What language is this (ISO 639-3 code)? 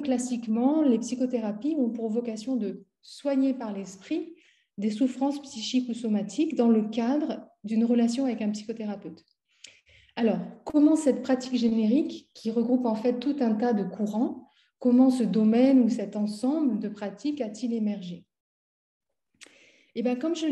fra